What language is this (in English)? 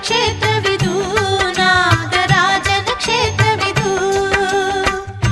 Kannada